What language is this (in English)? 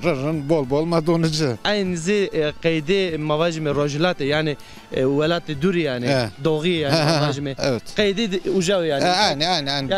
Zaza